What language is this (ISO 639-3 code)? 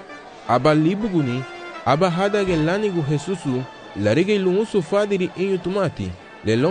cab